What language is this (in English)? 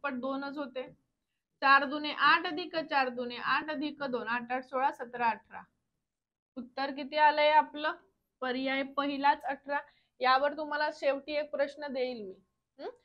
Marathi